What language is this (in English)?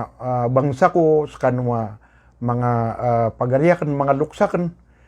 Maranao